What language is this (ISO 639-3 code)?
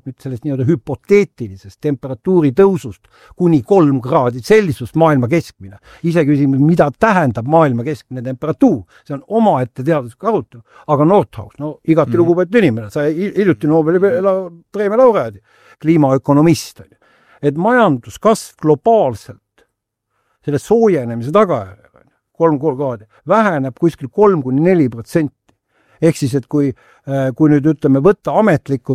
est